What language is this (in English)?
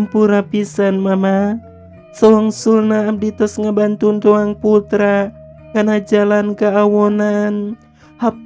Sundanese